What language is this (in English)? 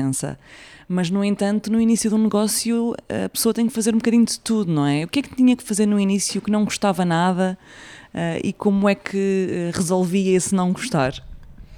Portuguese